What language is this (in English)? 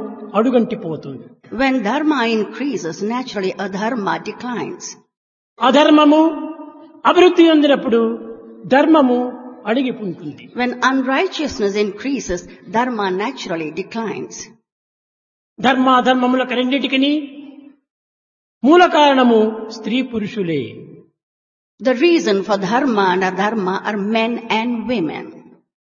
Telugu